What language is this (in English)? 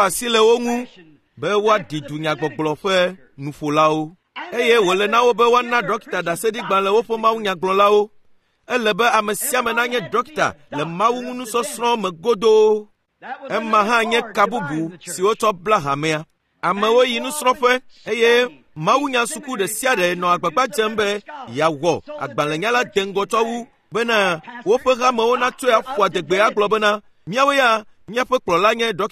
Ewe